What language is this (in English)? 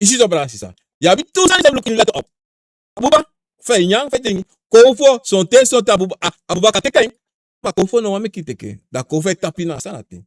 Sranan Tongo